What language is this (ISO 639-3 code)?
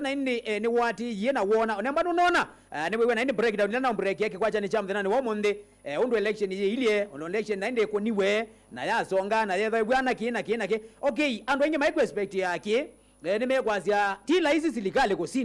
kam